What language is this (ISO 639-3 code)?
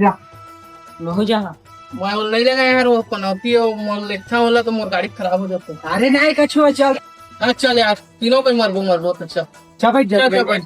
hne